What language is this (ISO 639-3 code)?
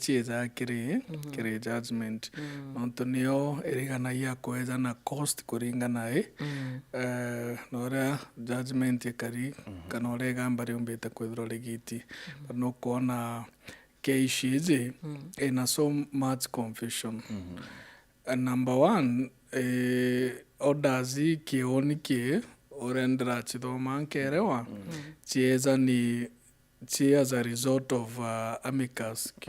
mer